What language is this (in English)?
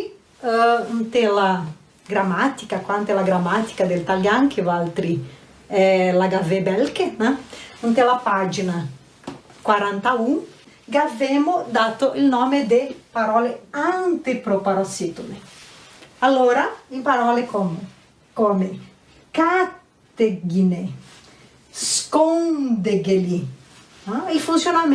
Venetian